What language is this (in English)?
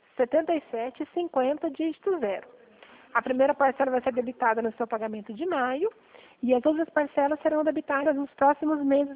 Portuguese